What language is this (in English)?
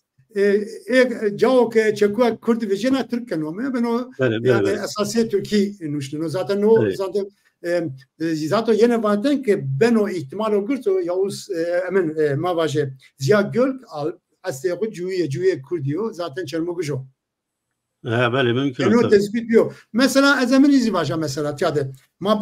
Zaza